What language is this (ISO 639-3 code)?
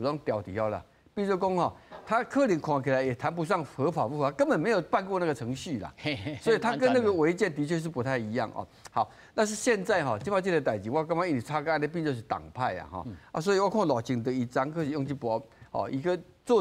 nan